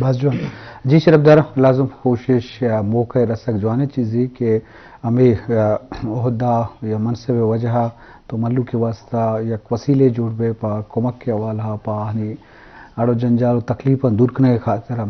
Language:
Eastern Balochi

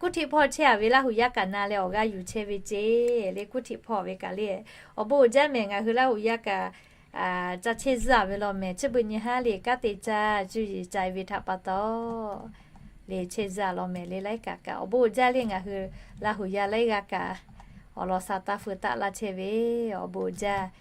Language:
Lahu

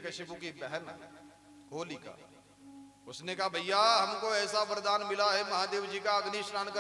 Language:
Hindi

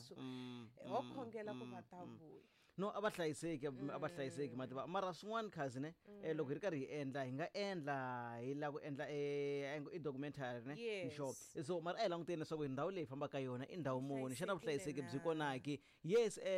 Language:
Tsonga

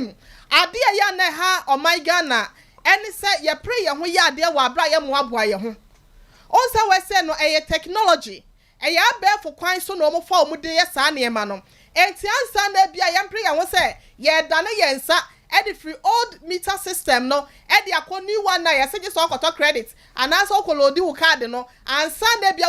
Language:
Akan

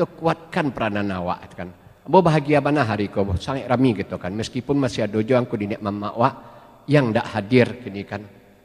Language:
Minangkabau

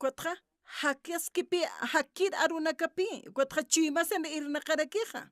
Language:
Aymara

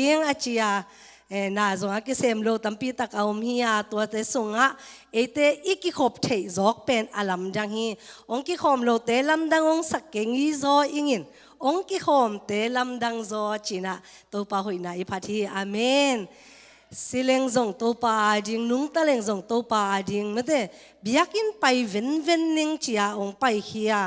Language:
Tedim Chin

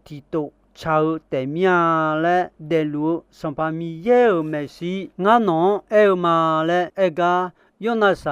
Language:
Akha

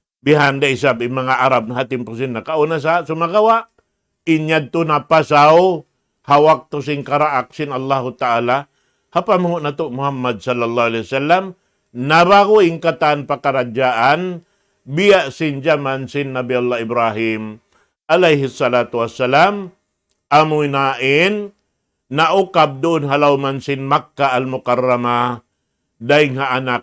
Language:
Tausug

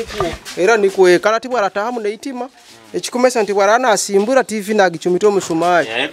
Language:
Nyoro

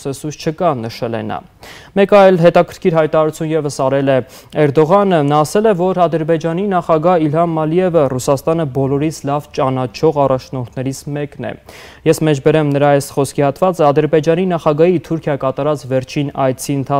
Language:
Armenian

